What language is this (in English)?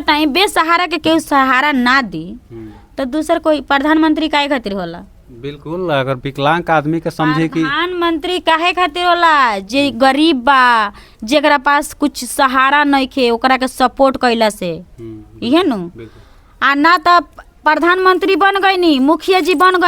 Bhojpuri